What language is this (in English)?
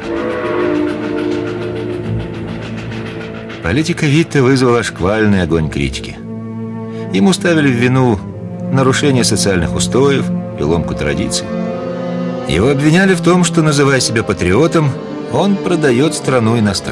Russian